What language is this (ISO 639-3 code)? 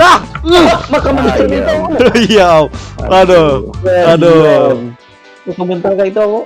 bjn